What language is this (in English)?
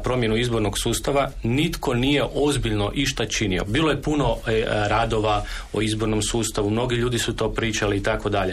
Croatian